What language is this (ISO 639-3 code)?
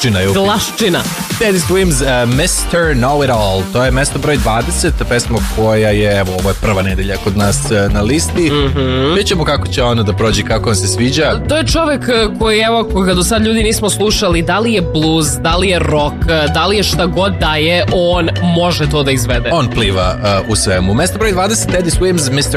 srp